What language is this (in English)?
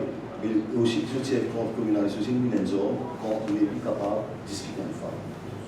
Morisyen